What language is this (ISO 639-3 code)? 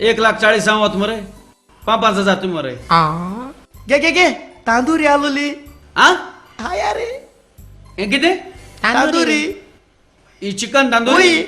kok